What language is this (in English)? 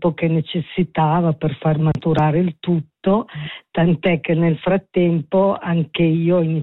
Italian